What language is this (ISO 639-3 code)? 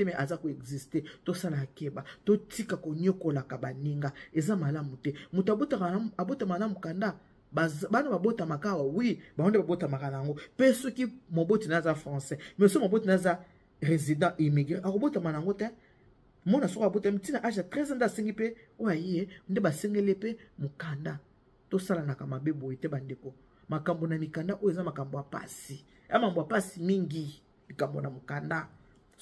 lin